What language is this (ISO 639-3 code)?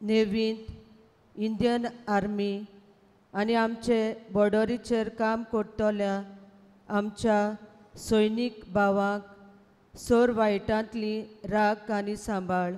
kok